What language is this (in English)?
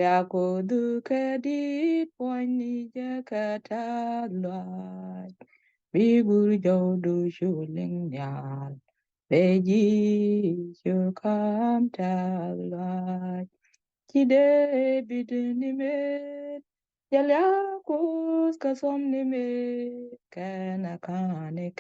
Nuer